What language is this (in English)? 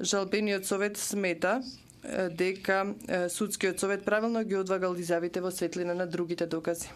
Macedonian